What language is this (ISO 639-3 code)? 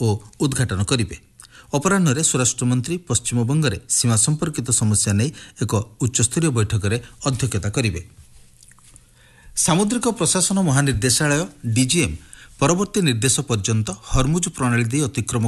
ori